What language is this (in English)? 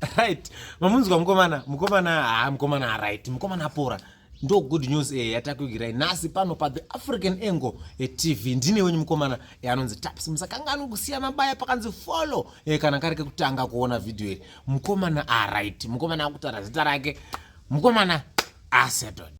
Shona